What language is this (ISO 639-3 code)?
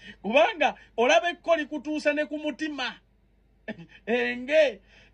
lug